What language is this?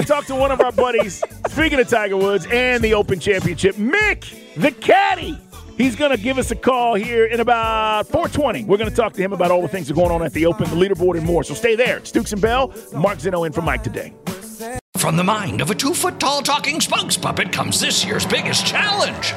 English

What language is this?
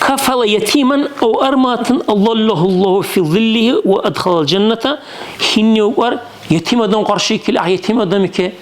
Dargwa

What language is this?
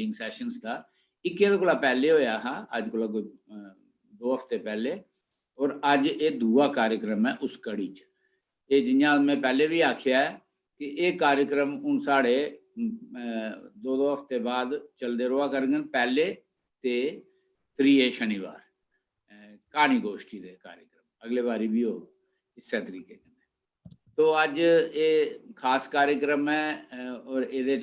Dogri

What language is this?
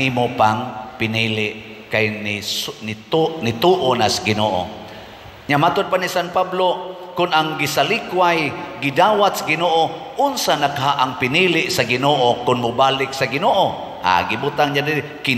Cebuano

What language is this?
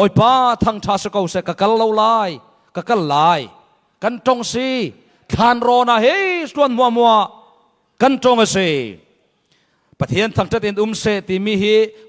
Falam Chin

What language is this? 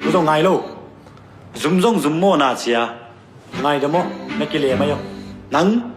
Tedim Chin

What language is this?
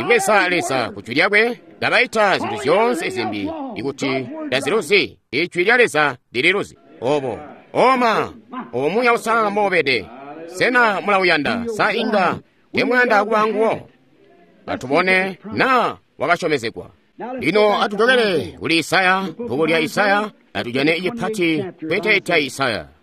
Tonga (Zambia)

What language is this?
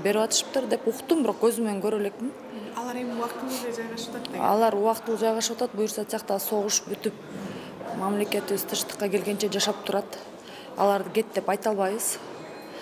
Kyrgyz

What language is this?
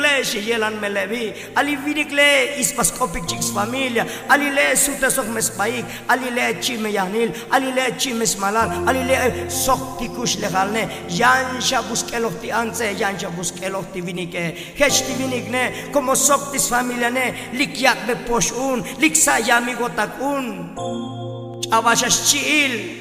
Tzotzil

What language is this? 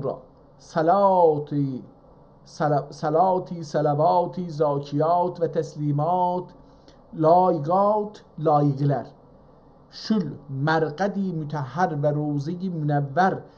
South Azerbaijani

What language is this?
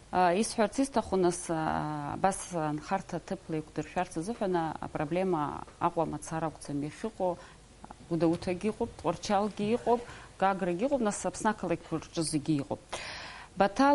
Abkhazian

